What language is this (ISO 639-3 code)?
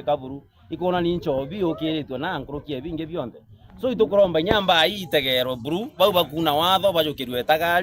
mer